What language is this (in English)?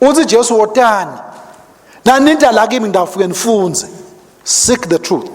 Swati